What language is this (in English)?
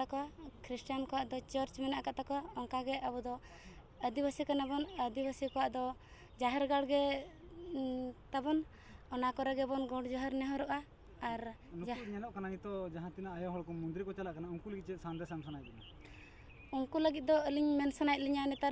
Santali